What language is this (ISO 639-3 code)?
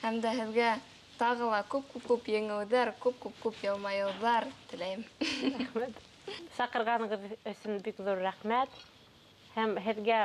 bak